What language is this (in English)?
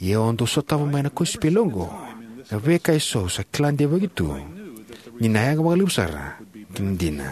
Fijian